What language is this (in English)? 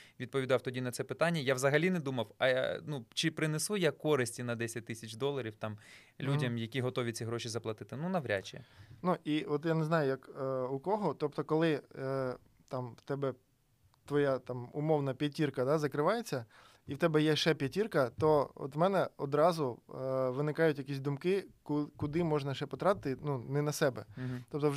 Ukrainian